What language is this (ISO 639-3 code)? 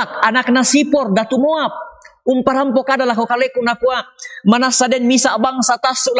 sda